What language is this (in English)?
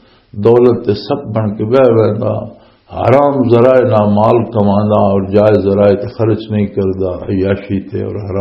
Western Panjabi